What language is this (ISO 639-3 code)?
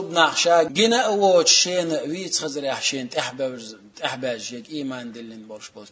che